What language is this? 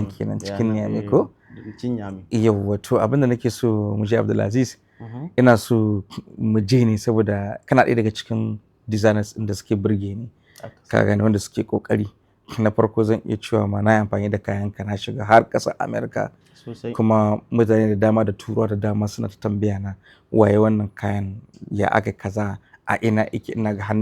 Hausa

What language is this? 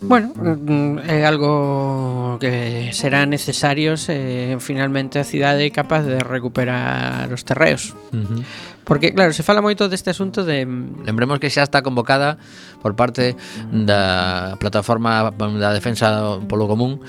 Galician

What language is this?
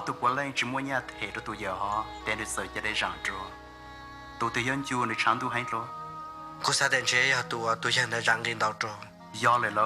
Hmong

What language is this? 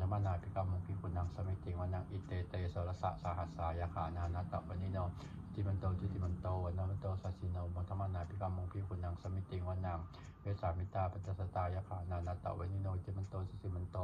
Pali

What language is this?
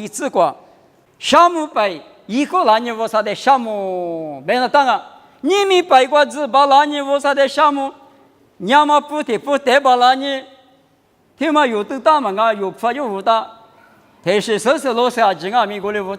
Lisu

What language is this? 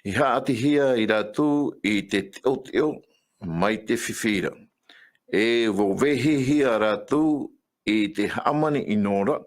Tahitian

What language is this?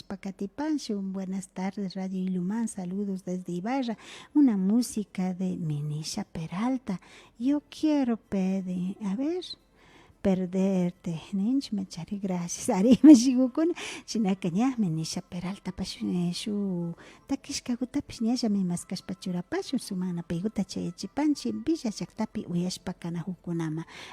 Imbabura Highland Quichua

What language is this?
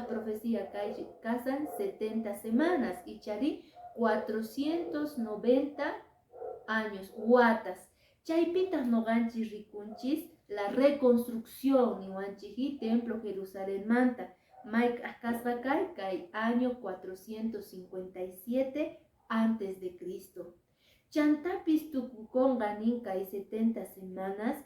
Quechua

